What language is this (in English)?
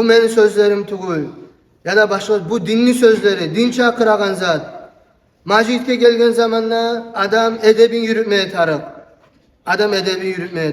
Kumyk